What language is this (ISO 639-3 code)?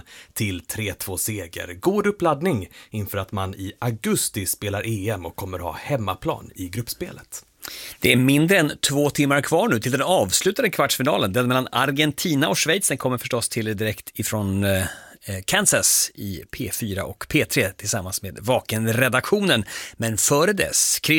swe